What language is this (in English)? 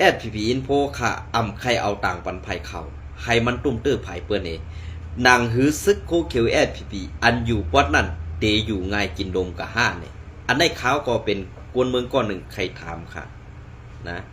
Shan